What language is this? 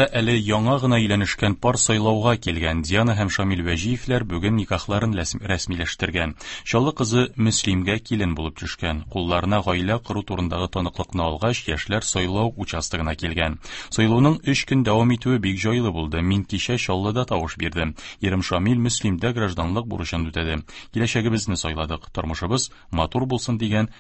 Tatar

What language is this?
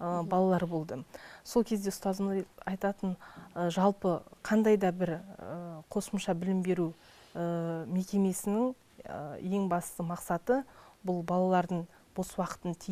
Kazakh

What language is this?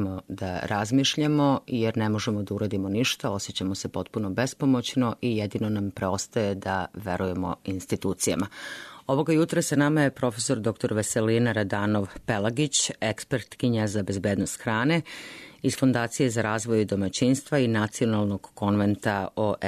Serbian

